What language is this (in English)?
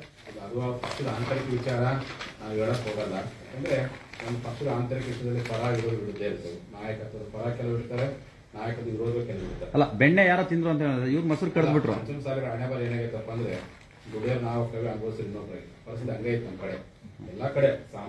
Kannada